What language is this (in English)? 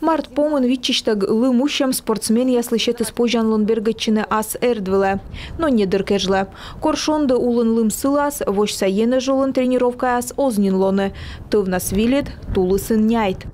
Komi